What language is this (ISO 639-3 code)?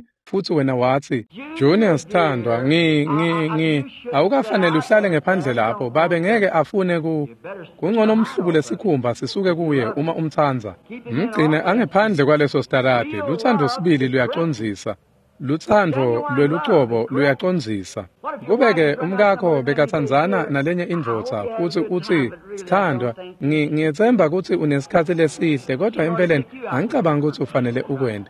ssw